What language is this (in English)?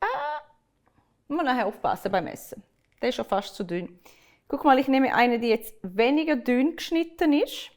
Swiss German